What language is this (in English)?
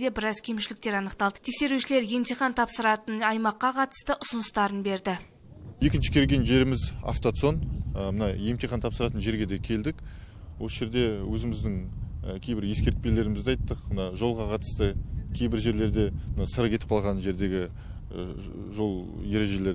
Kazakh